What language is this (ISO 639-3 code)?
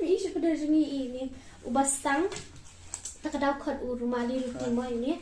kha